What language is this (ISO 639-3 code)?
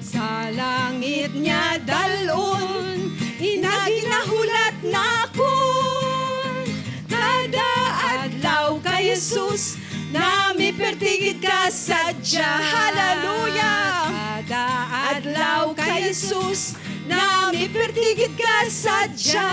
hil